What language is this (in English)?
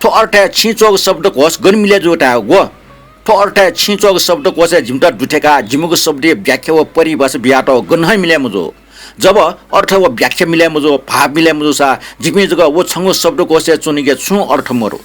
Newari